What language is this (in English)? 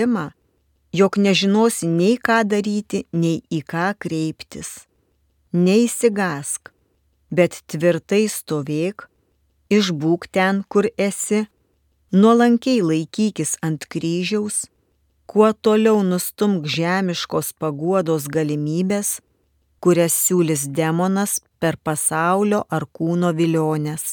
Lithuanian